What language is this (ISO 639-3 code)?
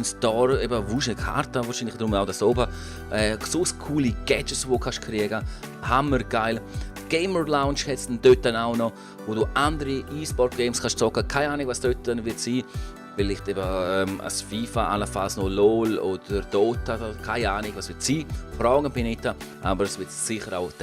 gsw